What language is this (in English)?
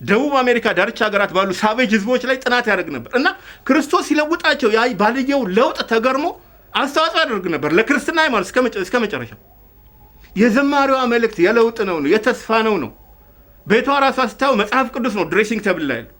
Amharic